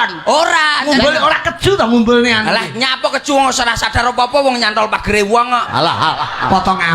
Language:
Javanese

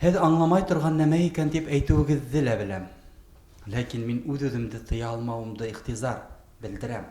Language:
Bashkir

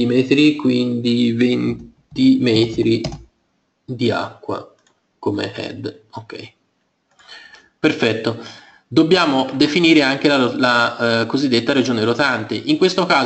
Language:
Italian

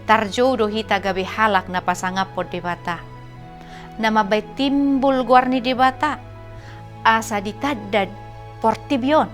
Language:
Batak Toba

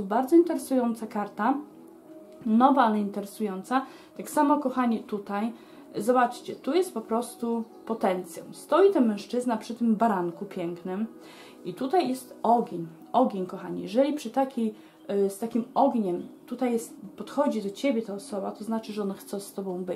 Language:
Polish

